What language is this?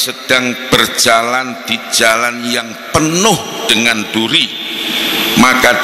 Indonesian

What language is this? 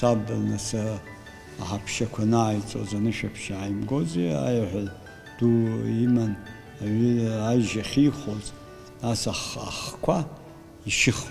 Abkhazian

